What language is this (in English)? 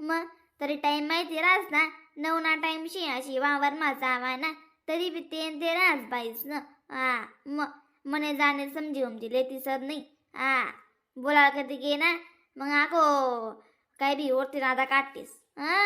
Khandesi